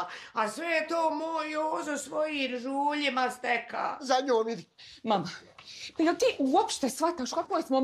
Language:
Bosnian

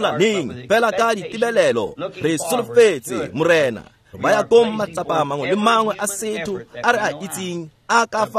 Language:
Tswana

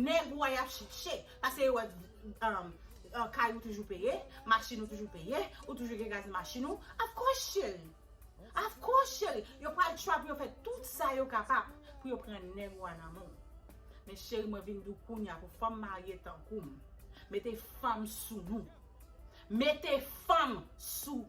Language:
Haitian Creole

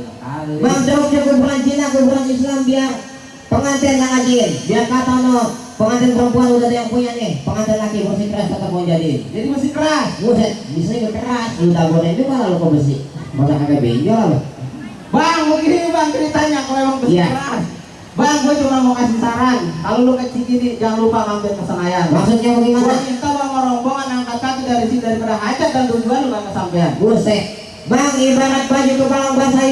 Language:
Betawi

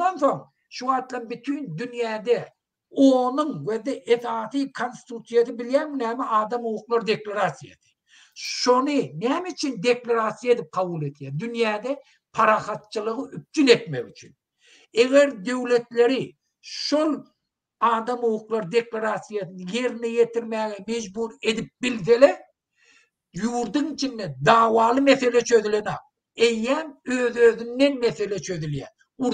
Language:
Turkmen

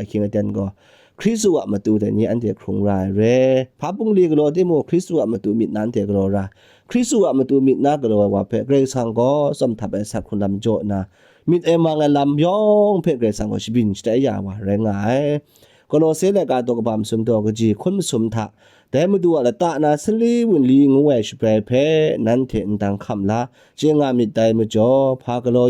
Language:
Kachin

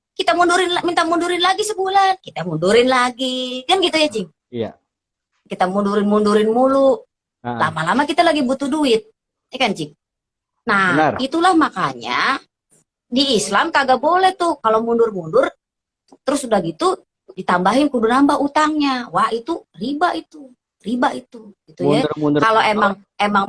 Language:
Betawi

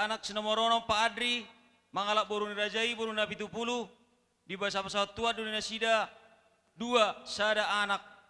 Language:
Batak Toba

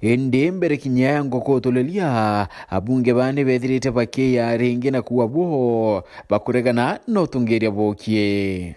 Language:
Meru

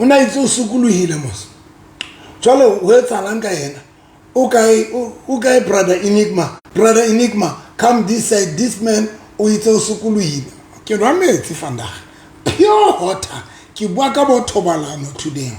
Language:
Southern Sotho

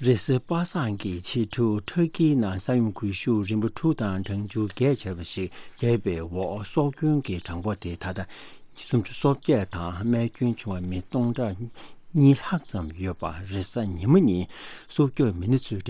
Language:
Tibetan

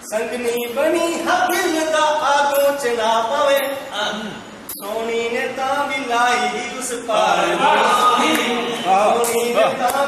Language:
Dogri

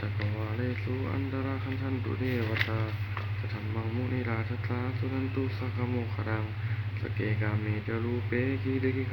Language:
Pali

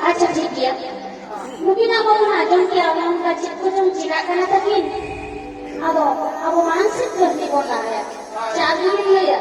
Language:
Santali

